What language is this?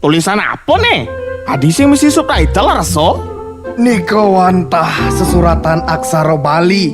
Balinese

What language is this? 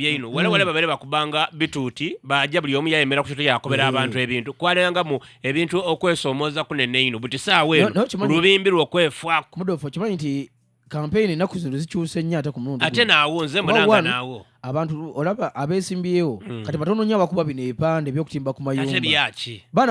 Ganda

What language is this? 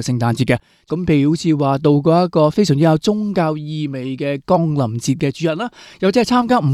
Cantonese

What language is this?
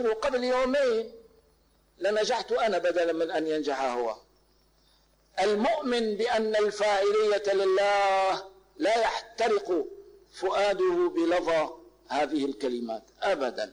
Arabic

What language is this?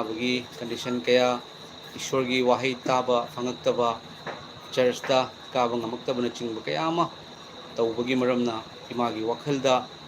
Manipuri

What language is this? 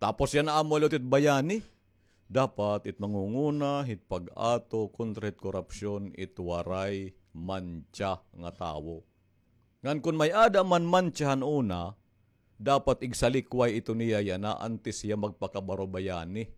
Waray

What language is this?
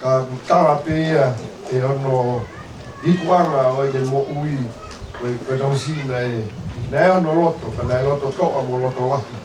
Tongan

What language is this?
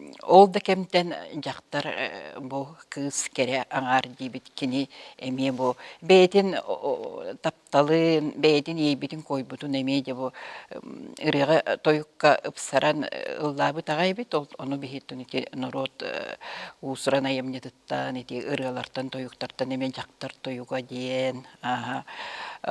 Yakut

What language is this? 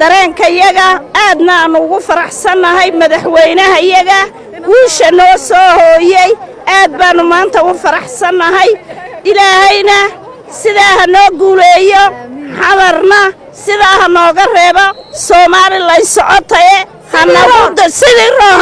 Somali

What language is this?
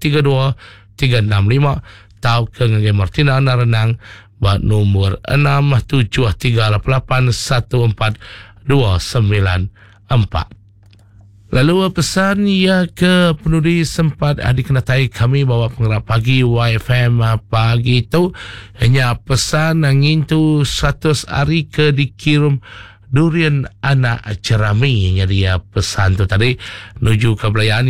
Iban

